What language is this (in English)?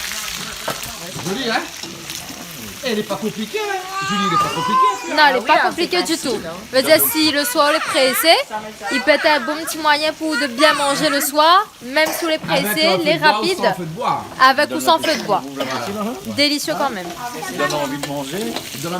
Réunion Creole French